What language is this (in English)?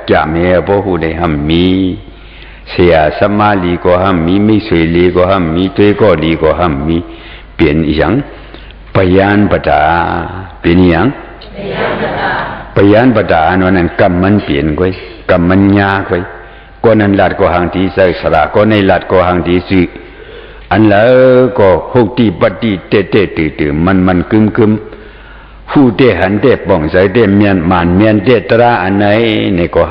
Shan